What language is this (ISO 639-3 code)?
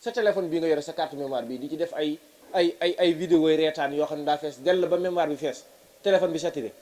wol